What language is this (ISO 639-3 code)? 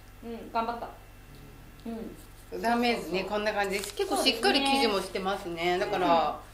jpn